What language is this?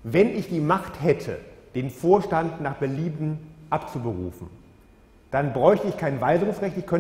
German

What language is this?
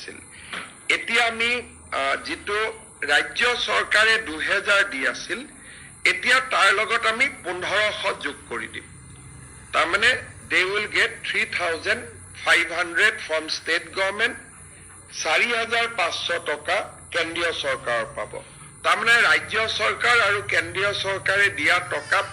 Assamese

